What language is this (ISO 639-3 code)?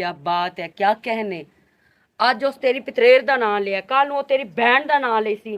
lah